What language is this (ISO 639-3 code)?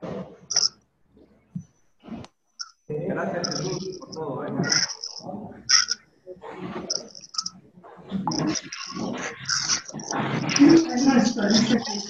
spa